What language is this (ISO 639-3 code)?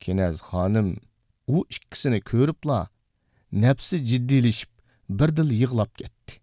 uig